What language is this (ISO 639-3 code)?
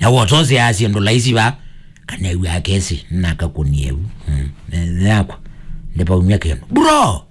kam